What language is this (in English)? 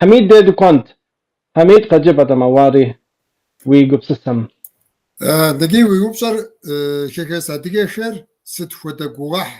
Kabardian